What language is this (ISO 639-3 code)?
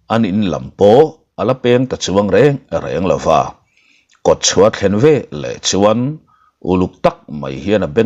lus